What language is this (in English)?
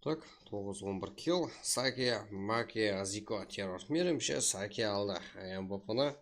Kara-Kalpak